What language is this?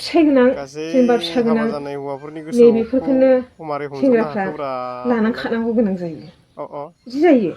Bodo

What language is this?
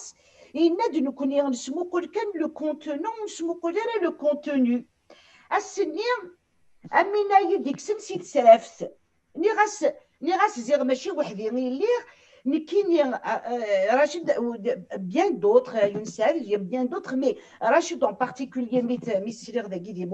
Kabyle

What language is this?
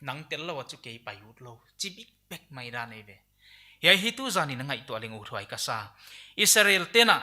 Paite Chin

